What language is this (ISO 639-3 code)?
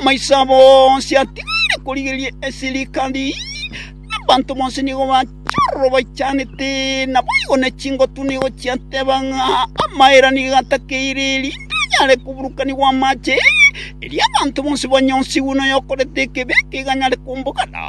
guz